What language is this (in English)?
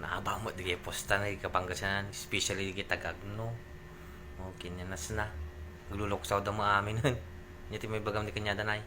Iloko